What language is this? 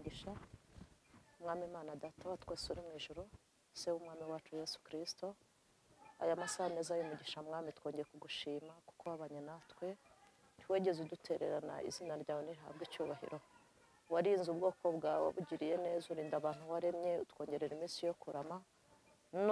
Kinyarwanda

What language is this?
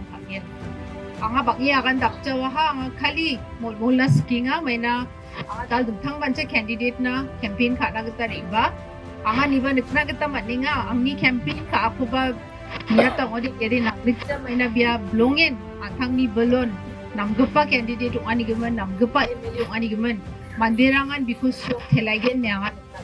Garo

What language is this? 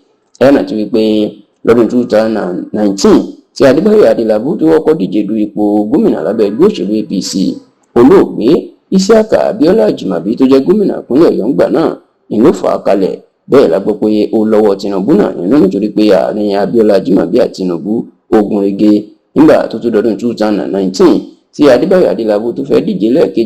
Yoruba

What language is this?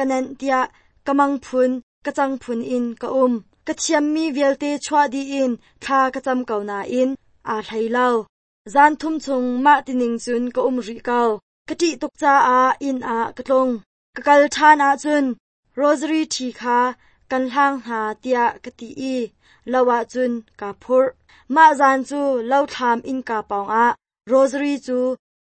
Hakha Chin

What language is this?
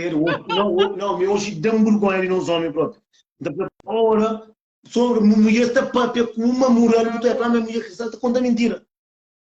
Kabuverdianu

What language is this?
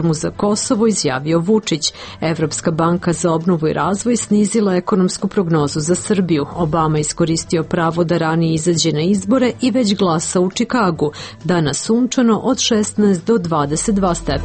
Serbian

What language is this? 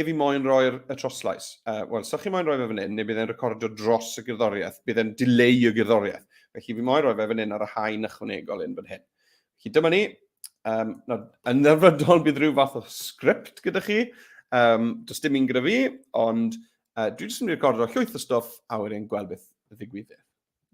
Welsh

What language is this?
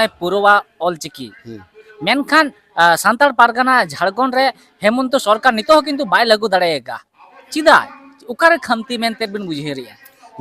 Santali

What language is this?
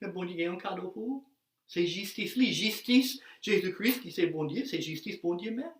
Haitian Creole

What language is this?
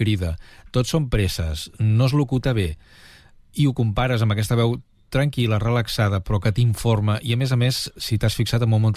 Catalan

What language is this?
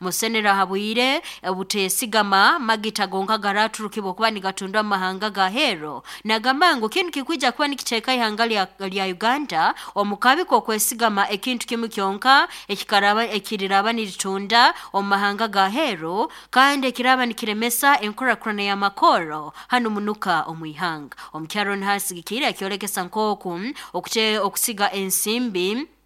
Nyoro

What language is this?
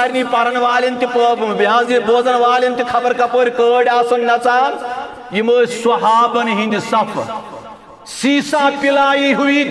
Kashmiri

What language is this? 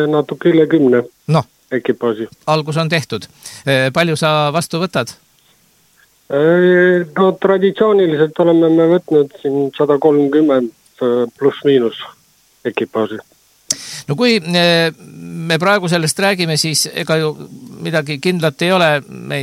Estonian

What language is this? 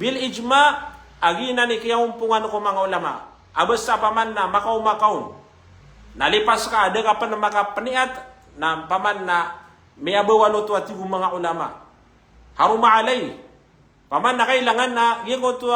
Maranao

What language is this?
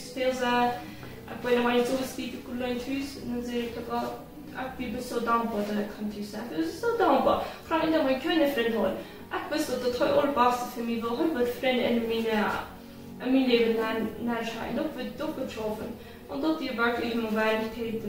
Plautdietsch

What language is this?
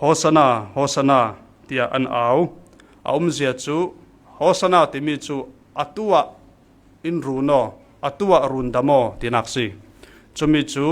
Falam Chin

